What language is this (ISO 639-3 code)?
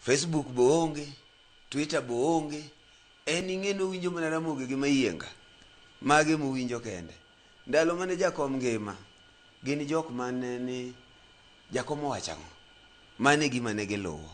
luo